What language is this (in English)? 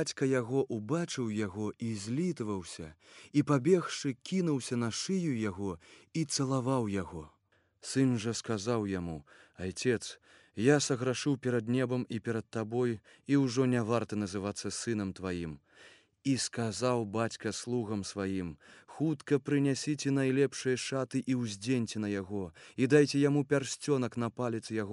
Belarusian